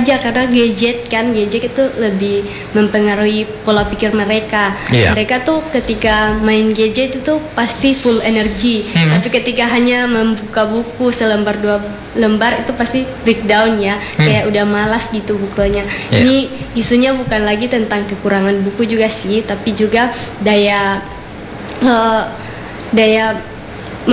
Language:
Indonesian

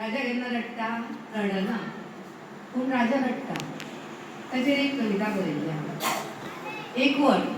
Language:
Konkani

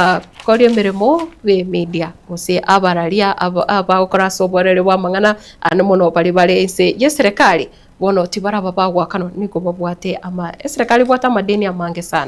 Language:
Gusii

